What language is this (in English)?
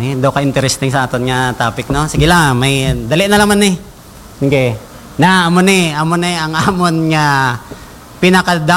Hiligaynon